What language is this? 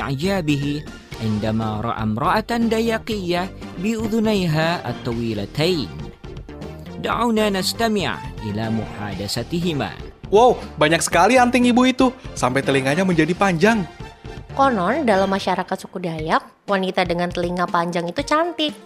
Indonesian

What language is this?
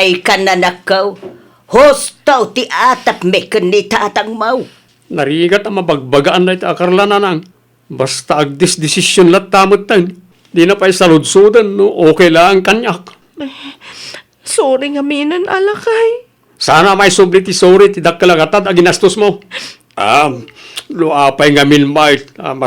Iloko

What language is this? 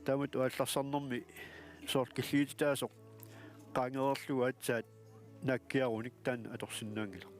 Kalaallisut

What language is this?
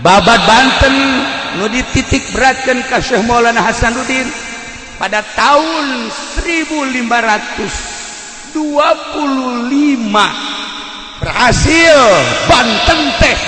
Sundanese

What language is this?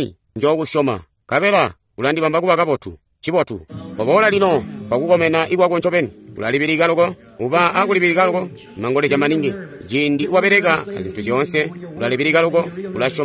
Tonga (Zambia)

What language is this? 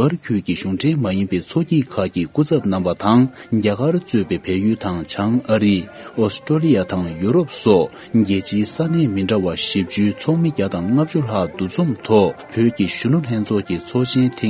Tibetan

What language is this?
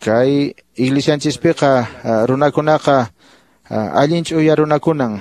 Quechua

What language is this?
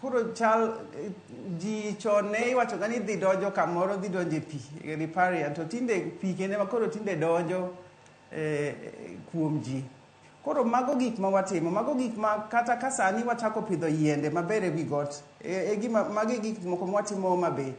Luo (Kenya and Tanzania)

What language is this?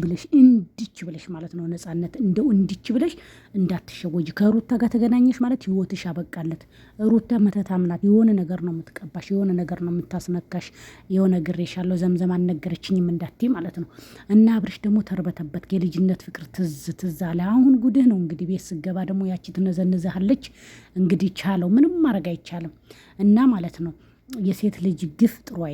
Amharic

